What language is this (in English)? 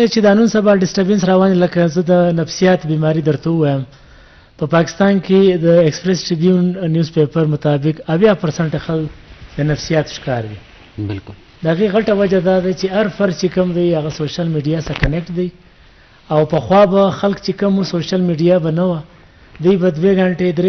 Eastern Balochi